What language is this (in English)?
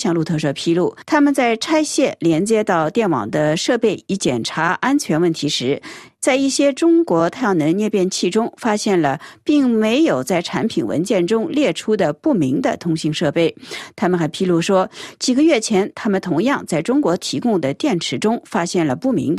Chinese